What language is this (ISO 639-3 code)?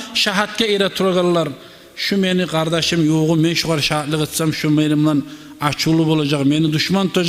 kum